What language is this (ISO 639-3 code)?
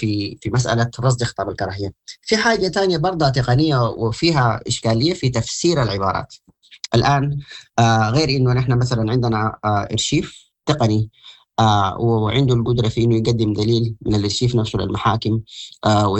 apd